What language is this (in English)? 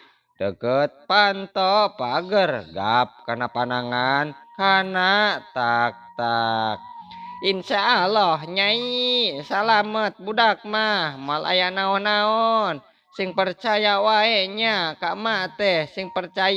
Sundanese